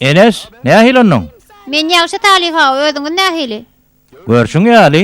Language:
Turkmen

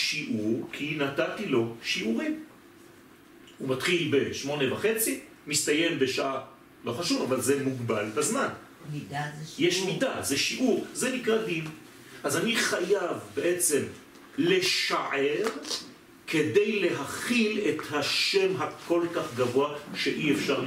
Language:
Hebrew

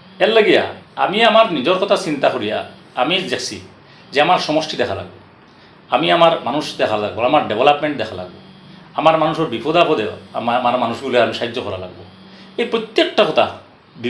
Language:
Sylheti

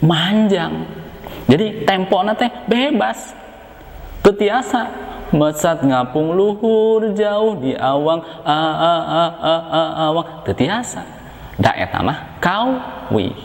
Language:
Sundanese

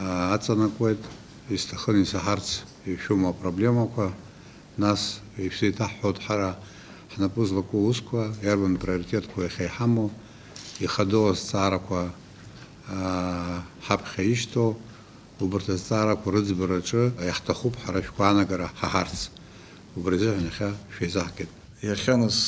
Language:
Abkhazian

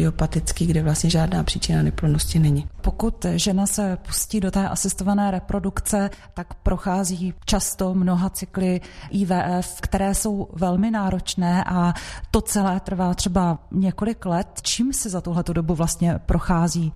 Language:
Czech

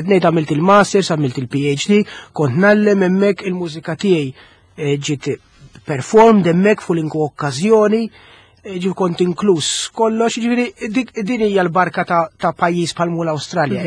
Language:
Maltese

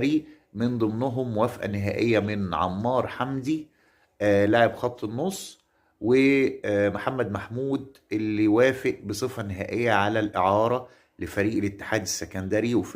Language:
Egyptian Arabic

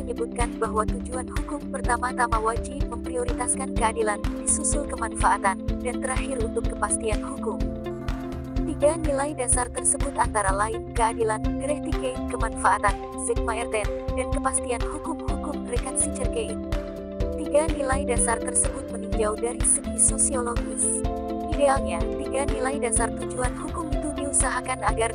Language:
Indonesian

